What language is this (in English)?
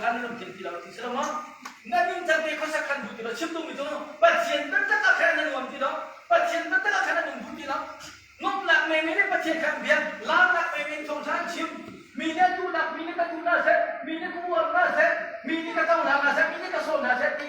Hakha Chin